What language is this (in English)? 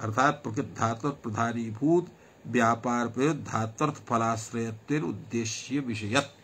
Sanskrit